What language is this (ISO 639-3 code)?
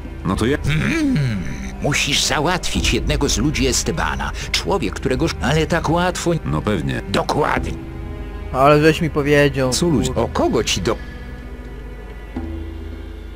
pol